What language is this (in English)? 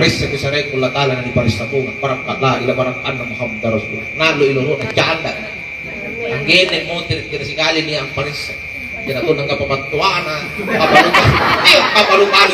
Makasar